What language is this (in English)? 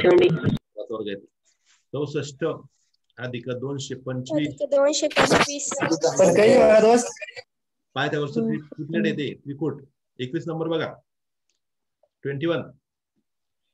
Marathi